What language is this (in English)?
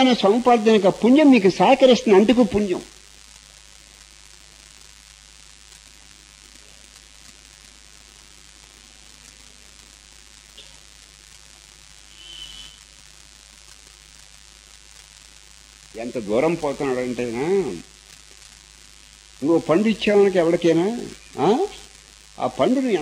Telugu